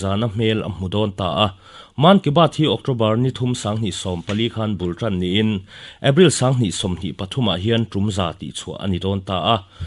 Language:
Mizo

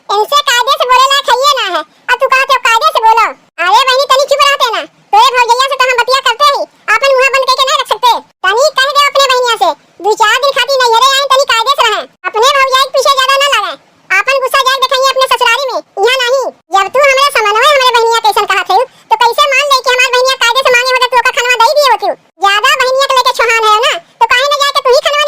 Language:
Awadhi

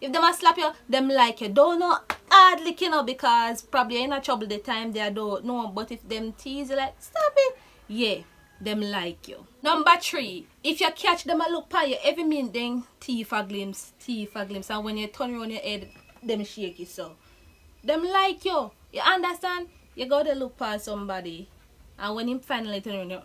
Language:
Jamaican Creole English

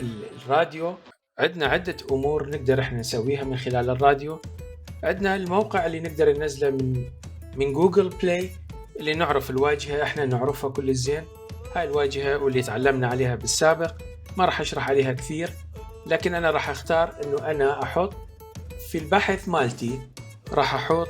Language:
Mesopotamian Arabic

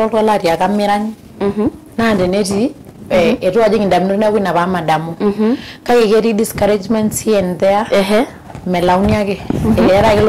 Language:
Masai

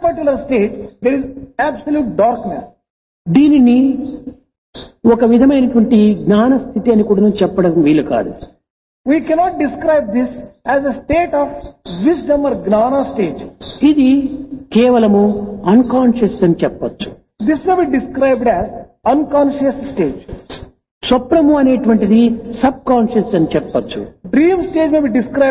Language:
Telugu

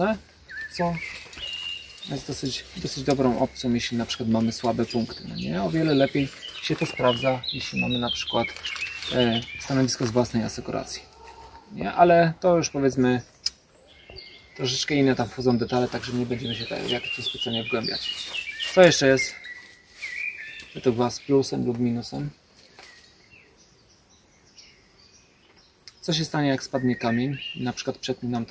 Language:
Polish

